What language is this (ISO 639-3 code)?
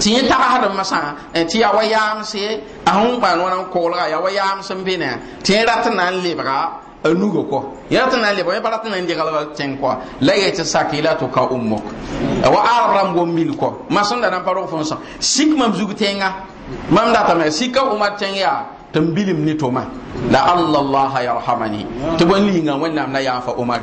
mos